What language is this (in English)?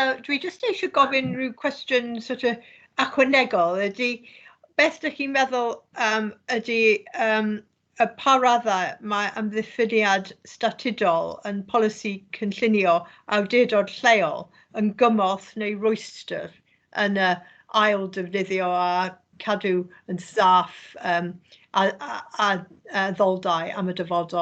Welsh